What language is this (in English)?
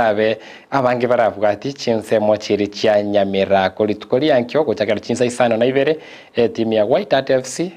Gusii